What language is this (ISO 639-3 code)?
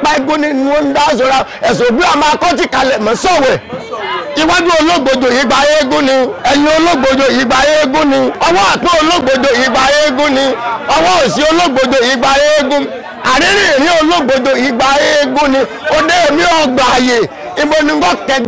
yor